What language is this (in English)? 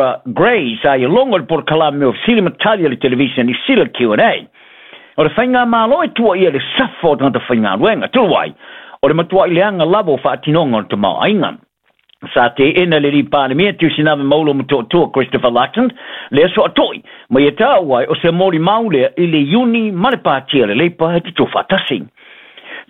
Samoan